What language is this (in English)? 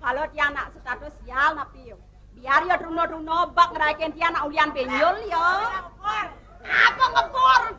Balinese